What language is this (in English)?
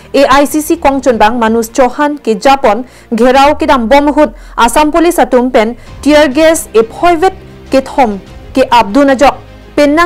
Karbi